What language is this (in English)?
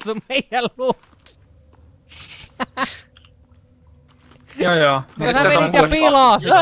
Finnish